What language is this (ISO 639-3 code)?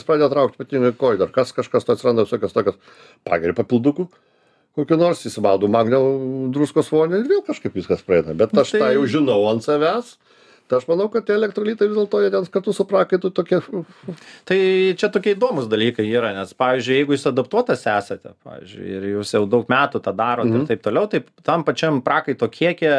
lit